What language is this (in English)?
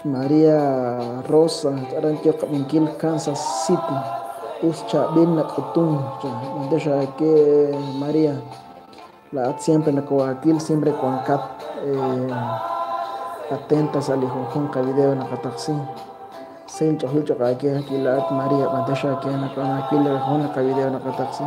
Kekchí